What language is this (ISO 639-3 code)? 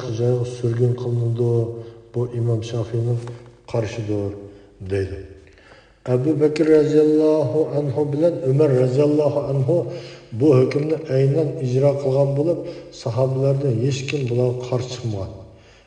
uig